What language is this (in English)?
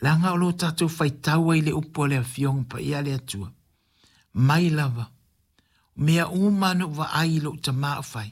Samoan